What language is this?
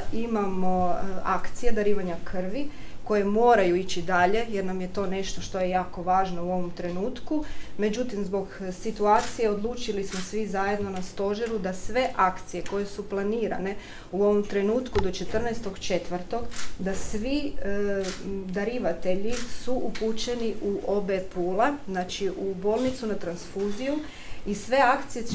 Croatian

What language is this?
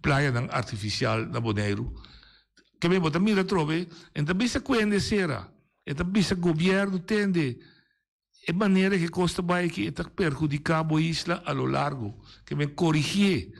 Papiamento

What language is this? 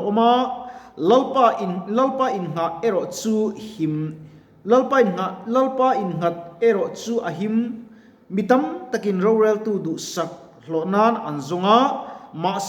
Mizo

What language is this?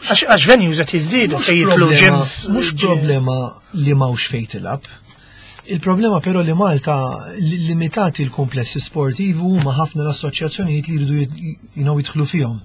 Maltese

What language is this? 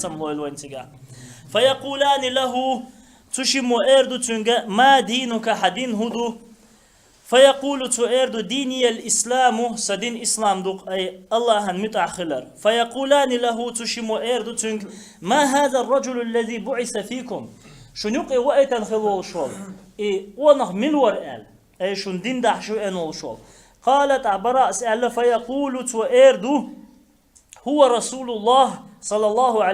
Chechen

